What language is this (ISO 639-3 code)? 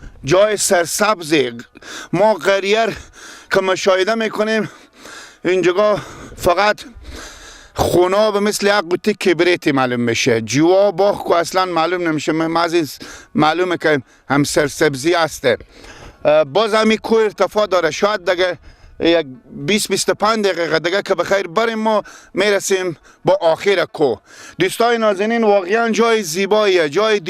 fas